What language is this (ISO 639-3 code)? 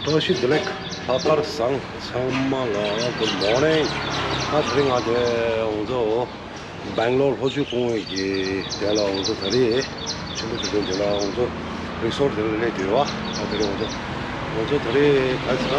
bod